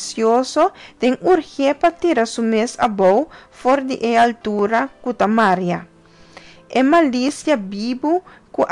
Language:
Papiamento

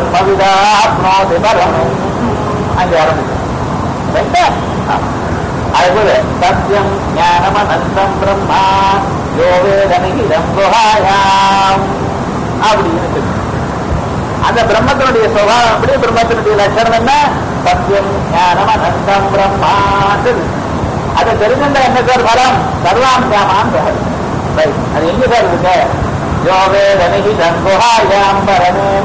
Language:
Tamil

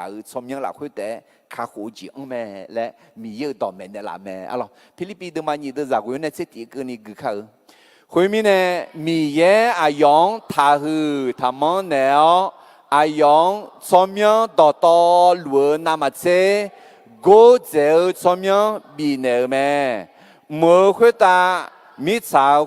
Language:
Akha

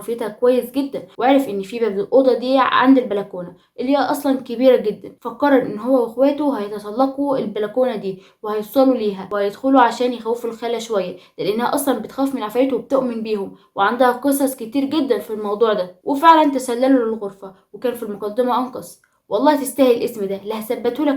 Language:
Egyptian Arabic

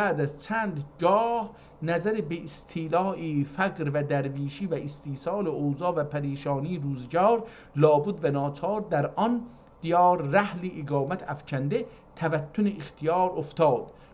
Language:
South Azerbaijani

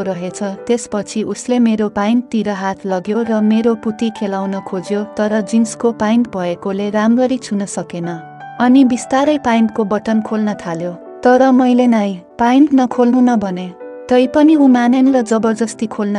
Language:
Nepali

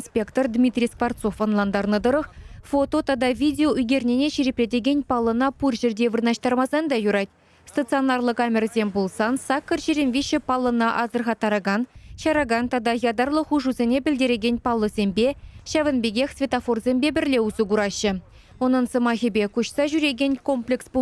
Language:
Chuvash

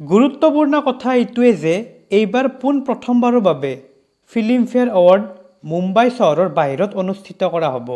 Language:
Assamese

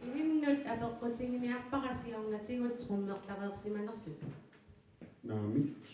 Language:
Kalaallisut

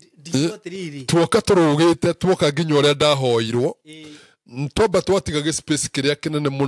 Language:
Kikuyu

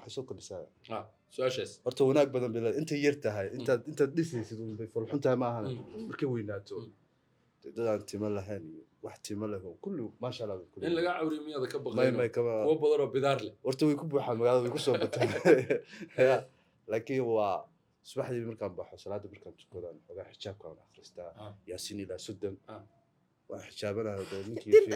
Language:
Somali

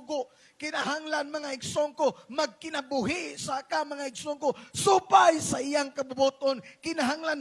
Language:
Cebuano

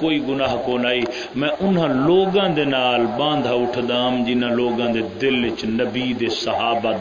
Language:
Saraiki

